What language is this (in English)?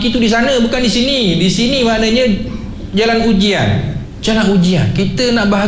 Malay